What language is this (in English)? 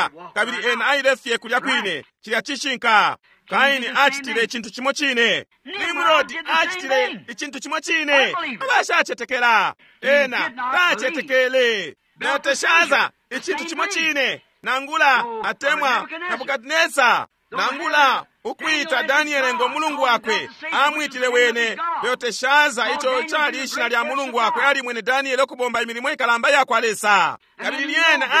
Bemba